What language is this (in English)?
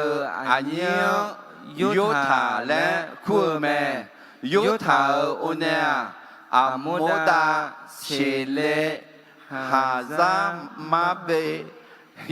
Akha